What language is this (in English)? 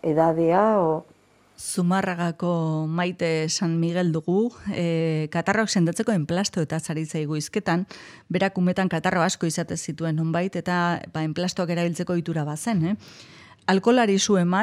Basque